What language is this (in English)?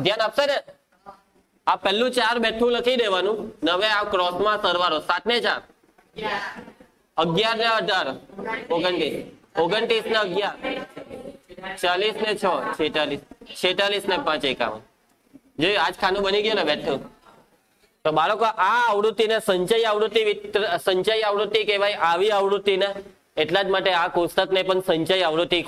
Gujarati